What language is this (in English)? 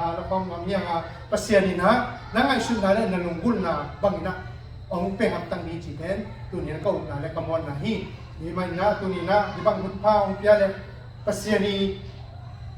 Tedim Chin